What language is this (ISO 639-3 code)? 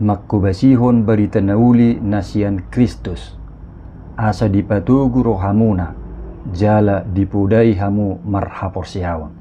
bbc